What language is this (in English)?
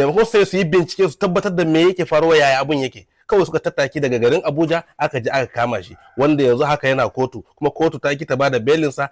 Hausa